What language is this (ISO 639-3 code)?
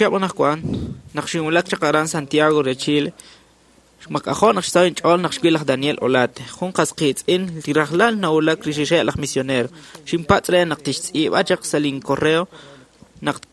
kek